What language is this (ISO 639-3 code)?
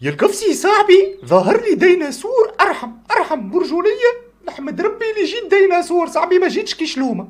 aeb